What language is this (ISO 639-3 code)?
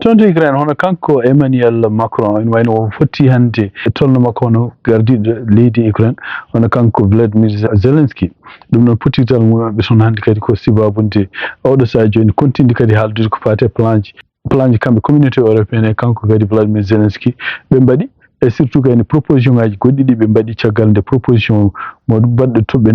ful